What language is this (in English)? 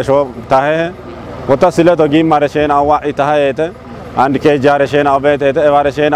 Kafa